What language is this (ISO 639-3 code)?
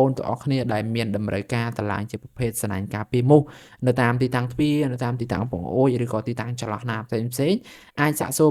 khm